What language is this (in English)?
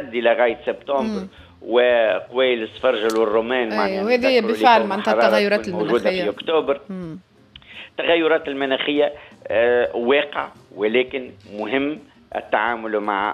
Tunisian Arabic